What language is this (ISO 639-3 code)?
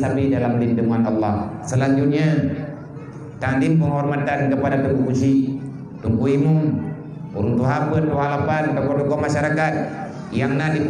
ace